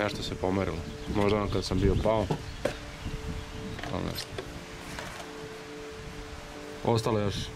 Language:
Serbian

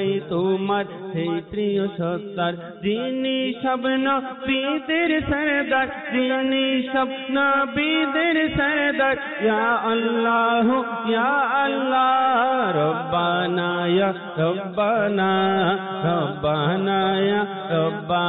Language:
Bangla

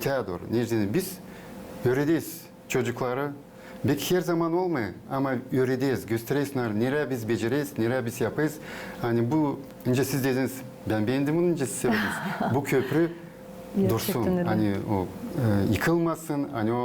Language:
Gagauz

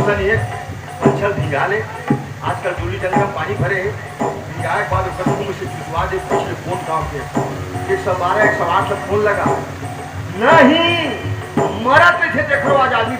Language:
Chhattisgarhi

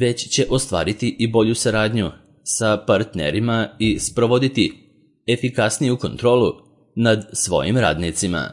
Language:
Serbian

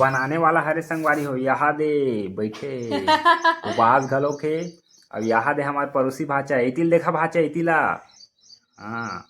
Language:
Chhattisgarhi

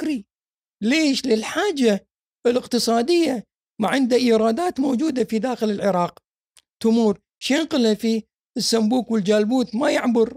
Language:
Gulf Arabic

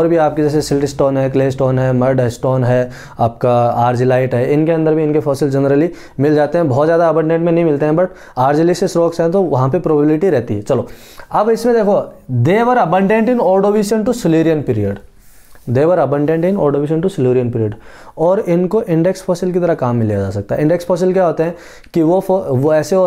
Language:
Hindi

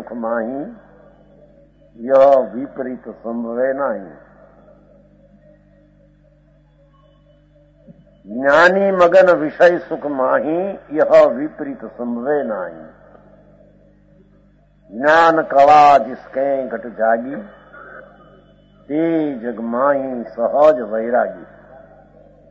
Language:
Gujarati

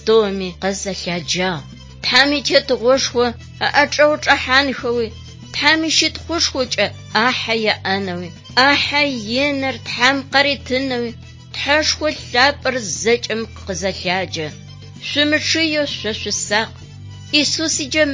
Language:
Adyghe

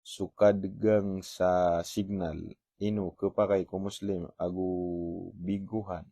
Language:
Maranao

